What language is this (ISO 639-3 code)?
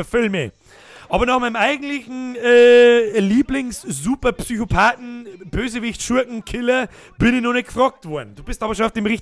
bar